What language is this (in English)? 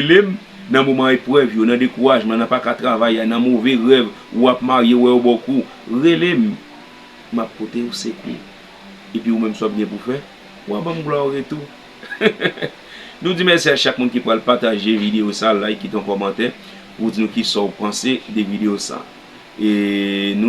Haitian Creole